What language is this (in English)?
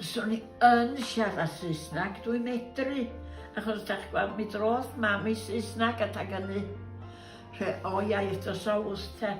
Welsh